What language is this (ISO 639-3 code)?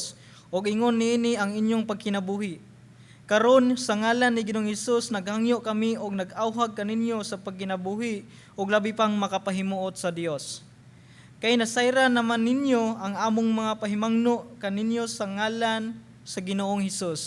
ceb